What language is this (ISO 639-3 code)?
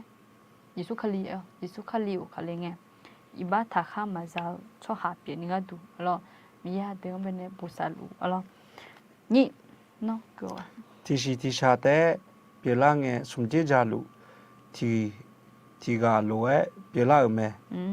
ahk